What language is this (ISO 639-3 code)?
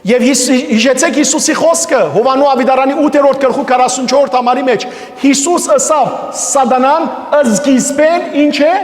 hyw